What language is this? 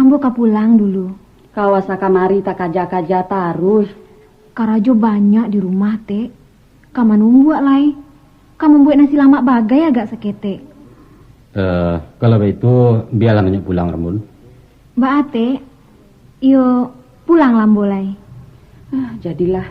Minangkabau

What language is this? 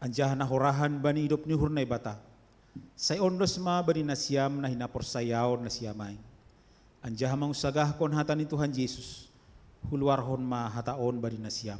Batak Simalungun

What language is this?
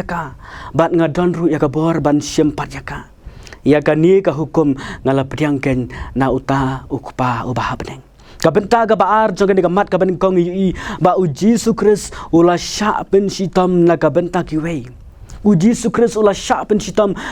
Khasi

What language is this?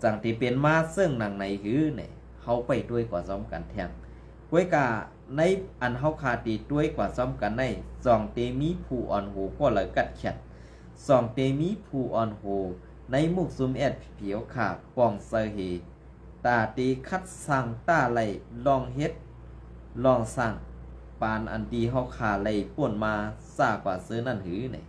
Shan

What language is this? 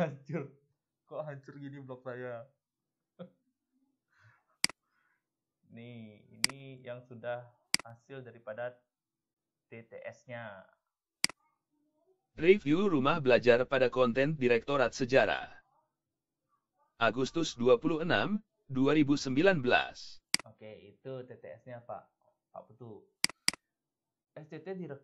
Indonesian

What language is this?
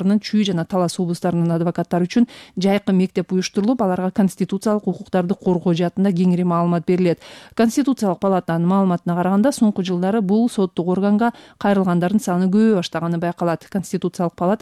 Kyrgyz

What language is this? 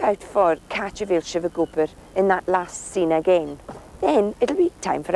Scottish Gaelic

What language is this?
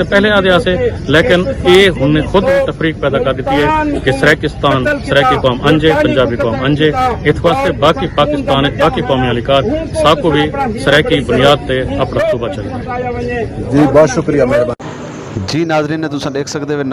Saraiki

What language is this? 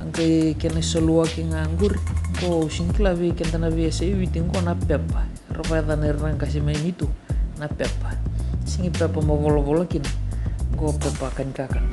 Fijian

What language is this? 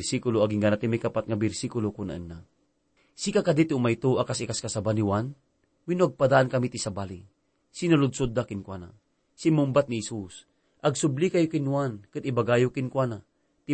Iloko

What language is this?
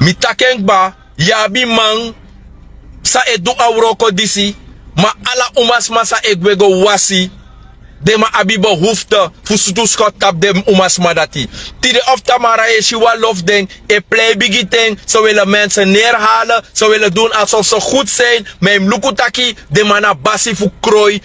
Sranan Tongo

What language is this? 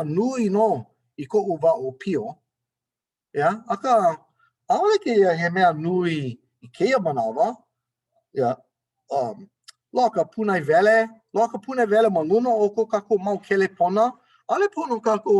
Hawaiian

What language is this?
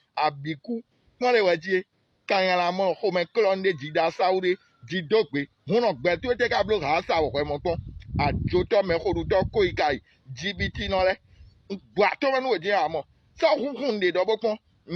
Fon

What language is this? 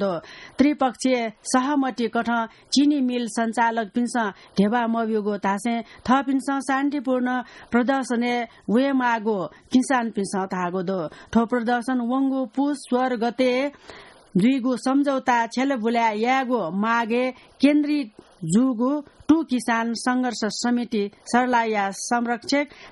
Newari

